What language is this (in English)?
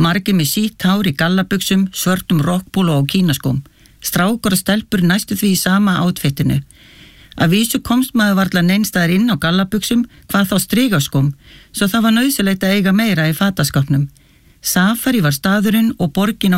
Icelandic